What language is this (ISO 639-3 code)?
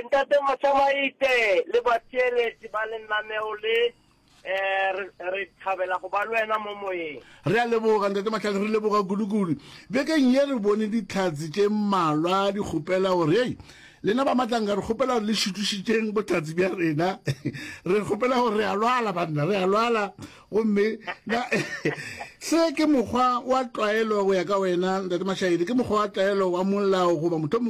nso